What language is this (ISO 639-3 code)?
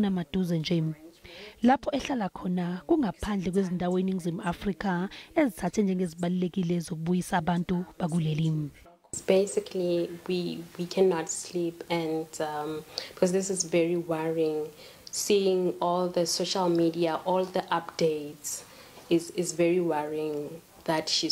zul